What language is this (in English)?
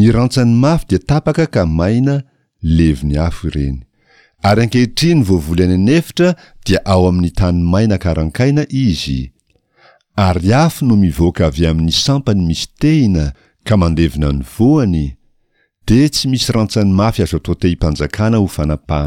Malagasy